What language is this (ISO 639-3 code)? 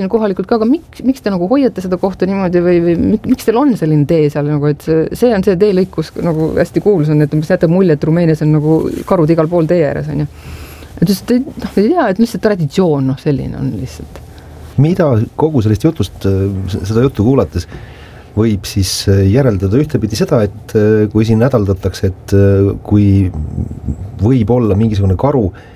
est